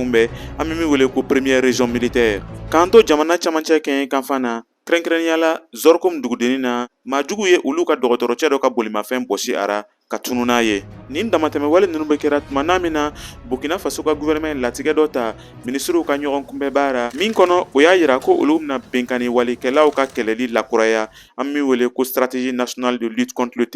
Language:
Bambara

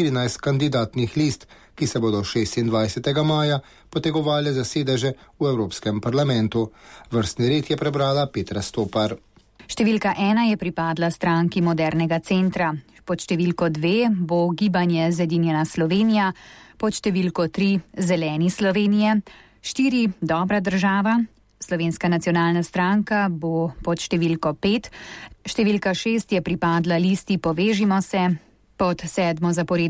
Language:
Slovenian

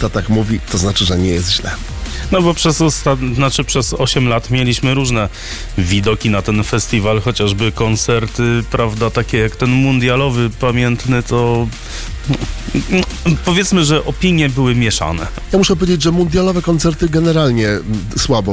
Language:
Polish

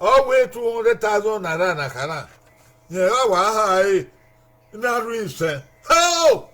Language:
Bini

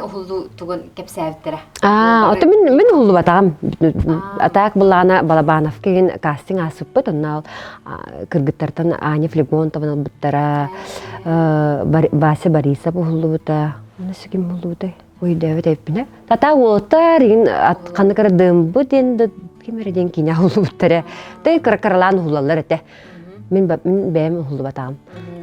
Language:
Yakut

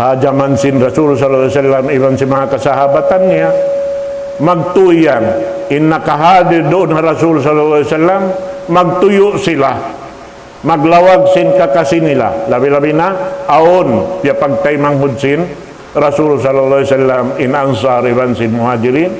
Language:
Tausug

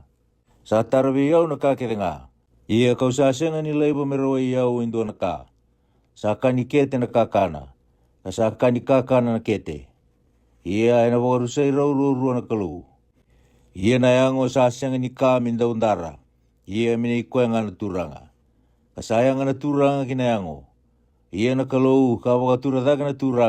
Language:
Fijian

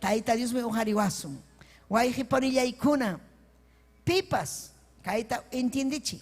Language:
Ayacucho Quechua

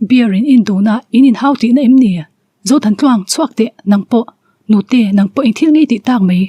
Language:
Mizo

